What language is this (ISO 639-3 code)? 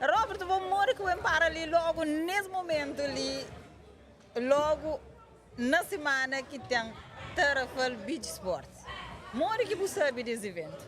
kea